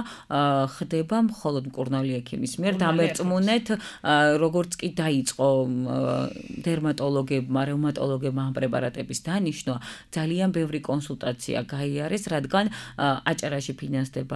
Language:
Georgian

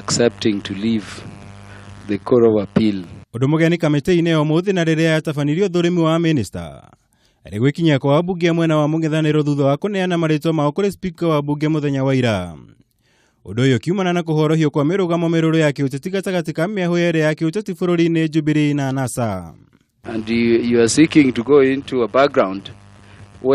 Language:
Kikuyu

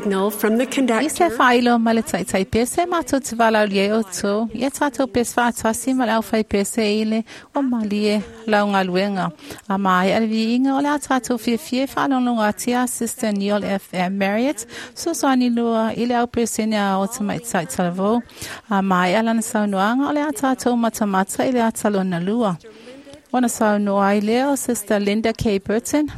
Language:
Samoan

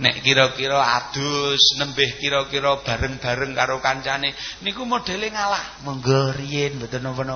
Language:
Javanese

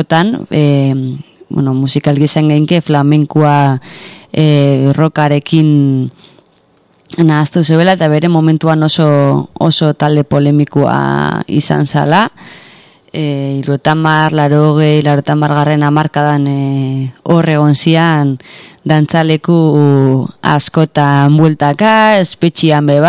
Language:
Basque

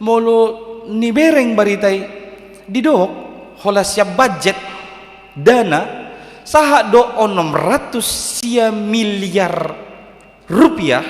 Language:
Batak Toba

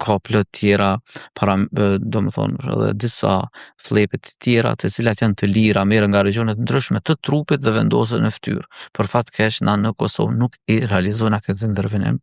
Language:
Albanian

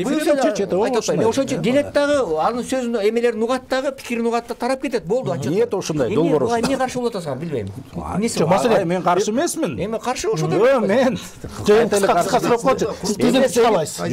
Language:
Kyrgyz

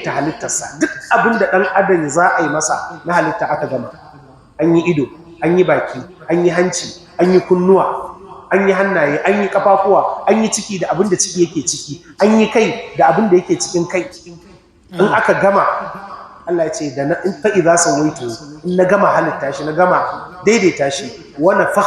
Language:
Hausa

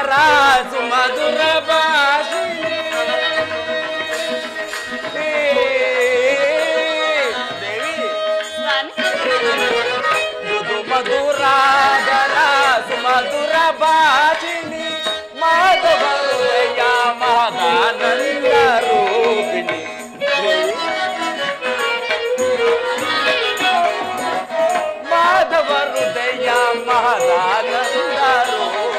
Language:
Kannada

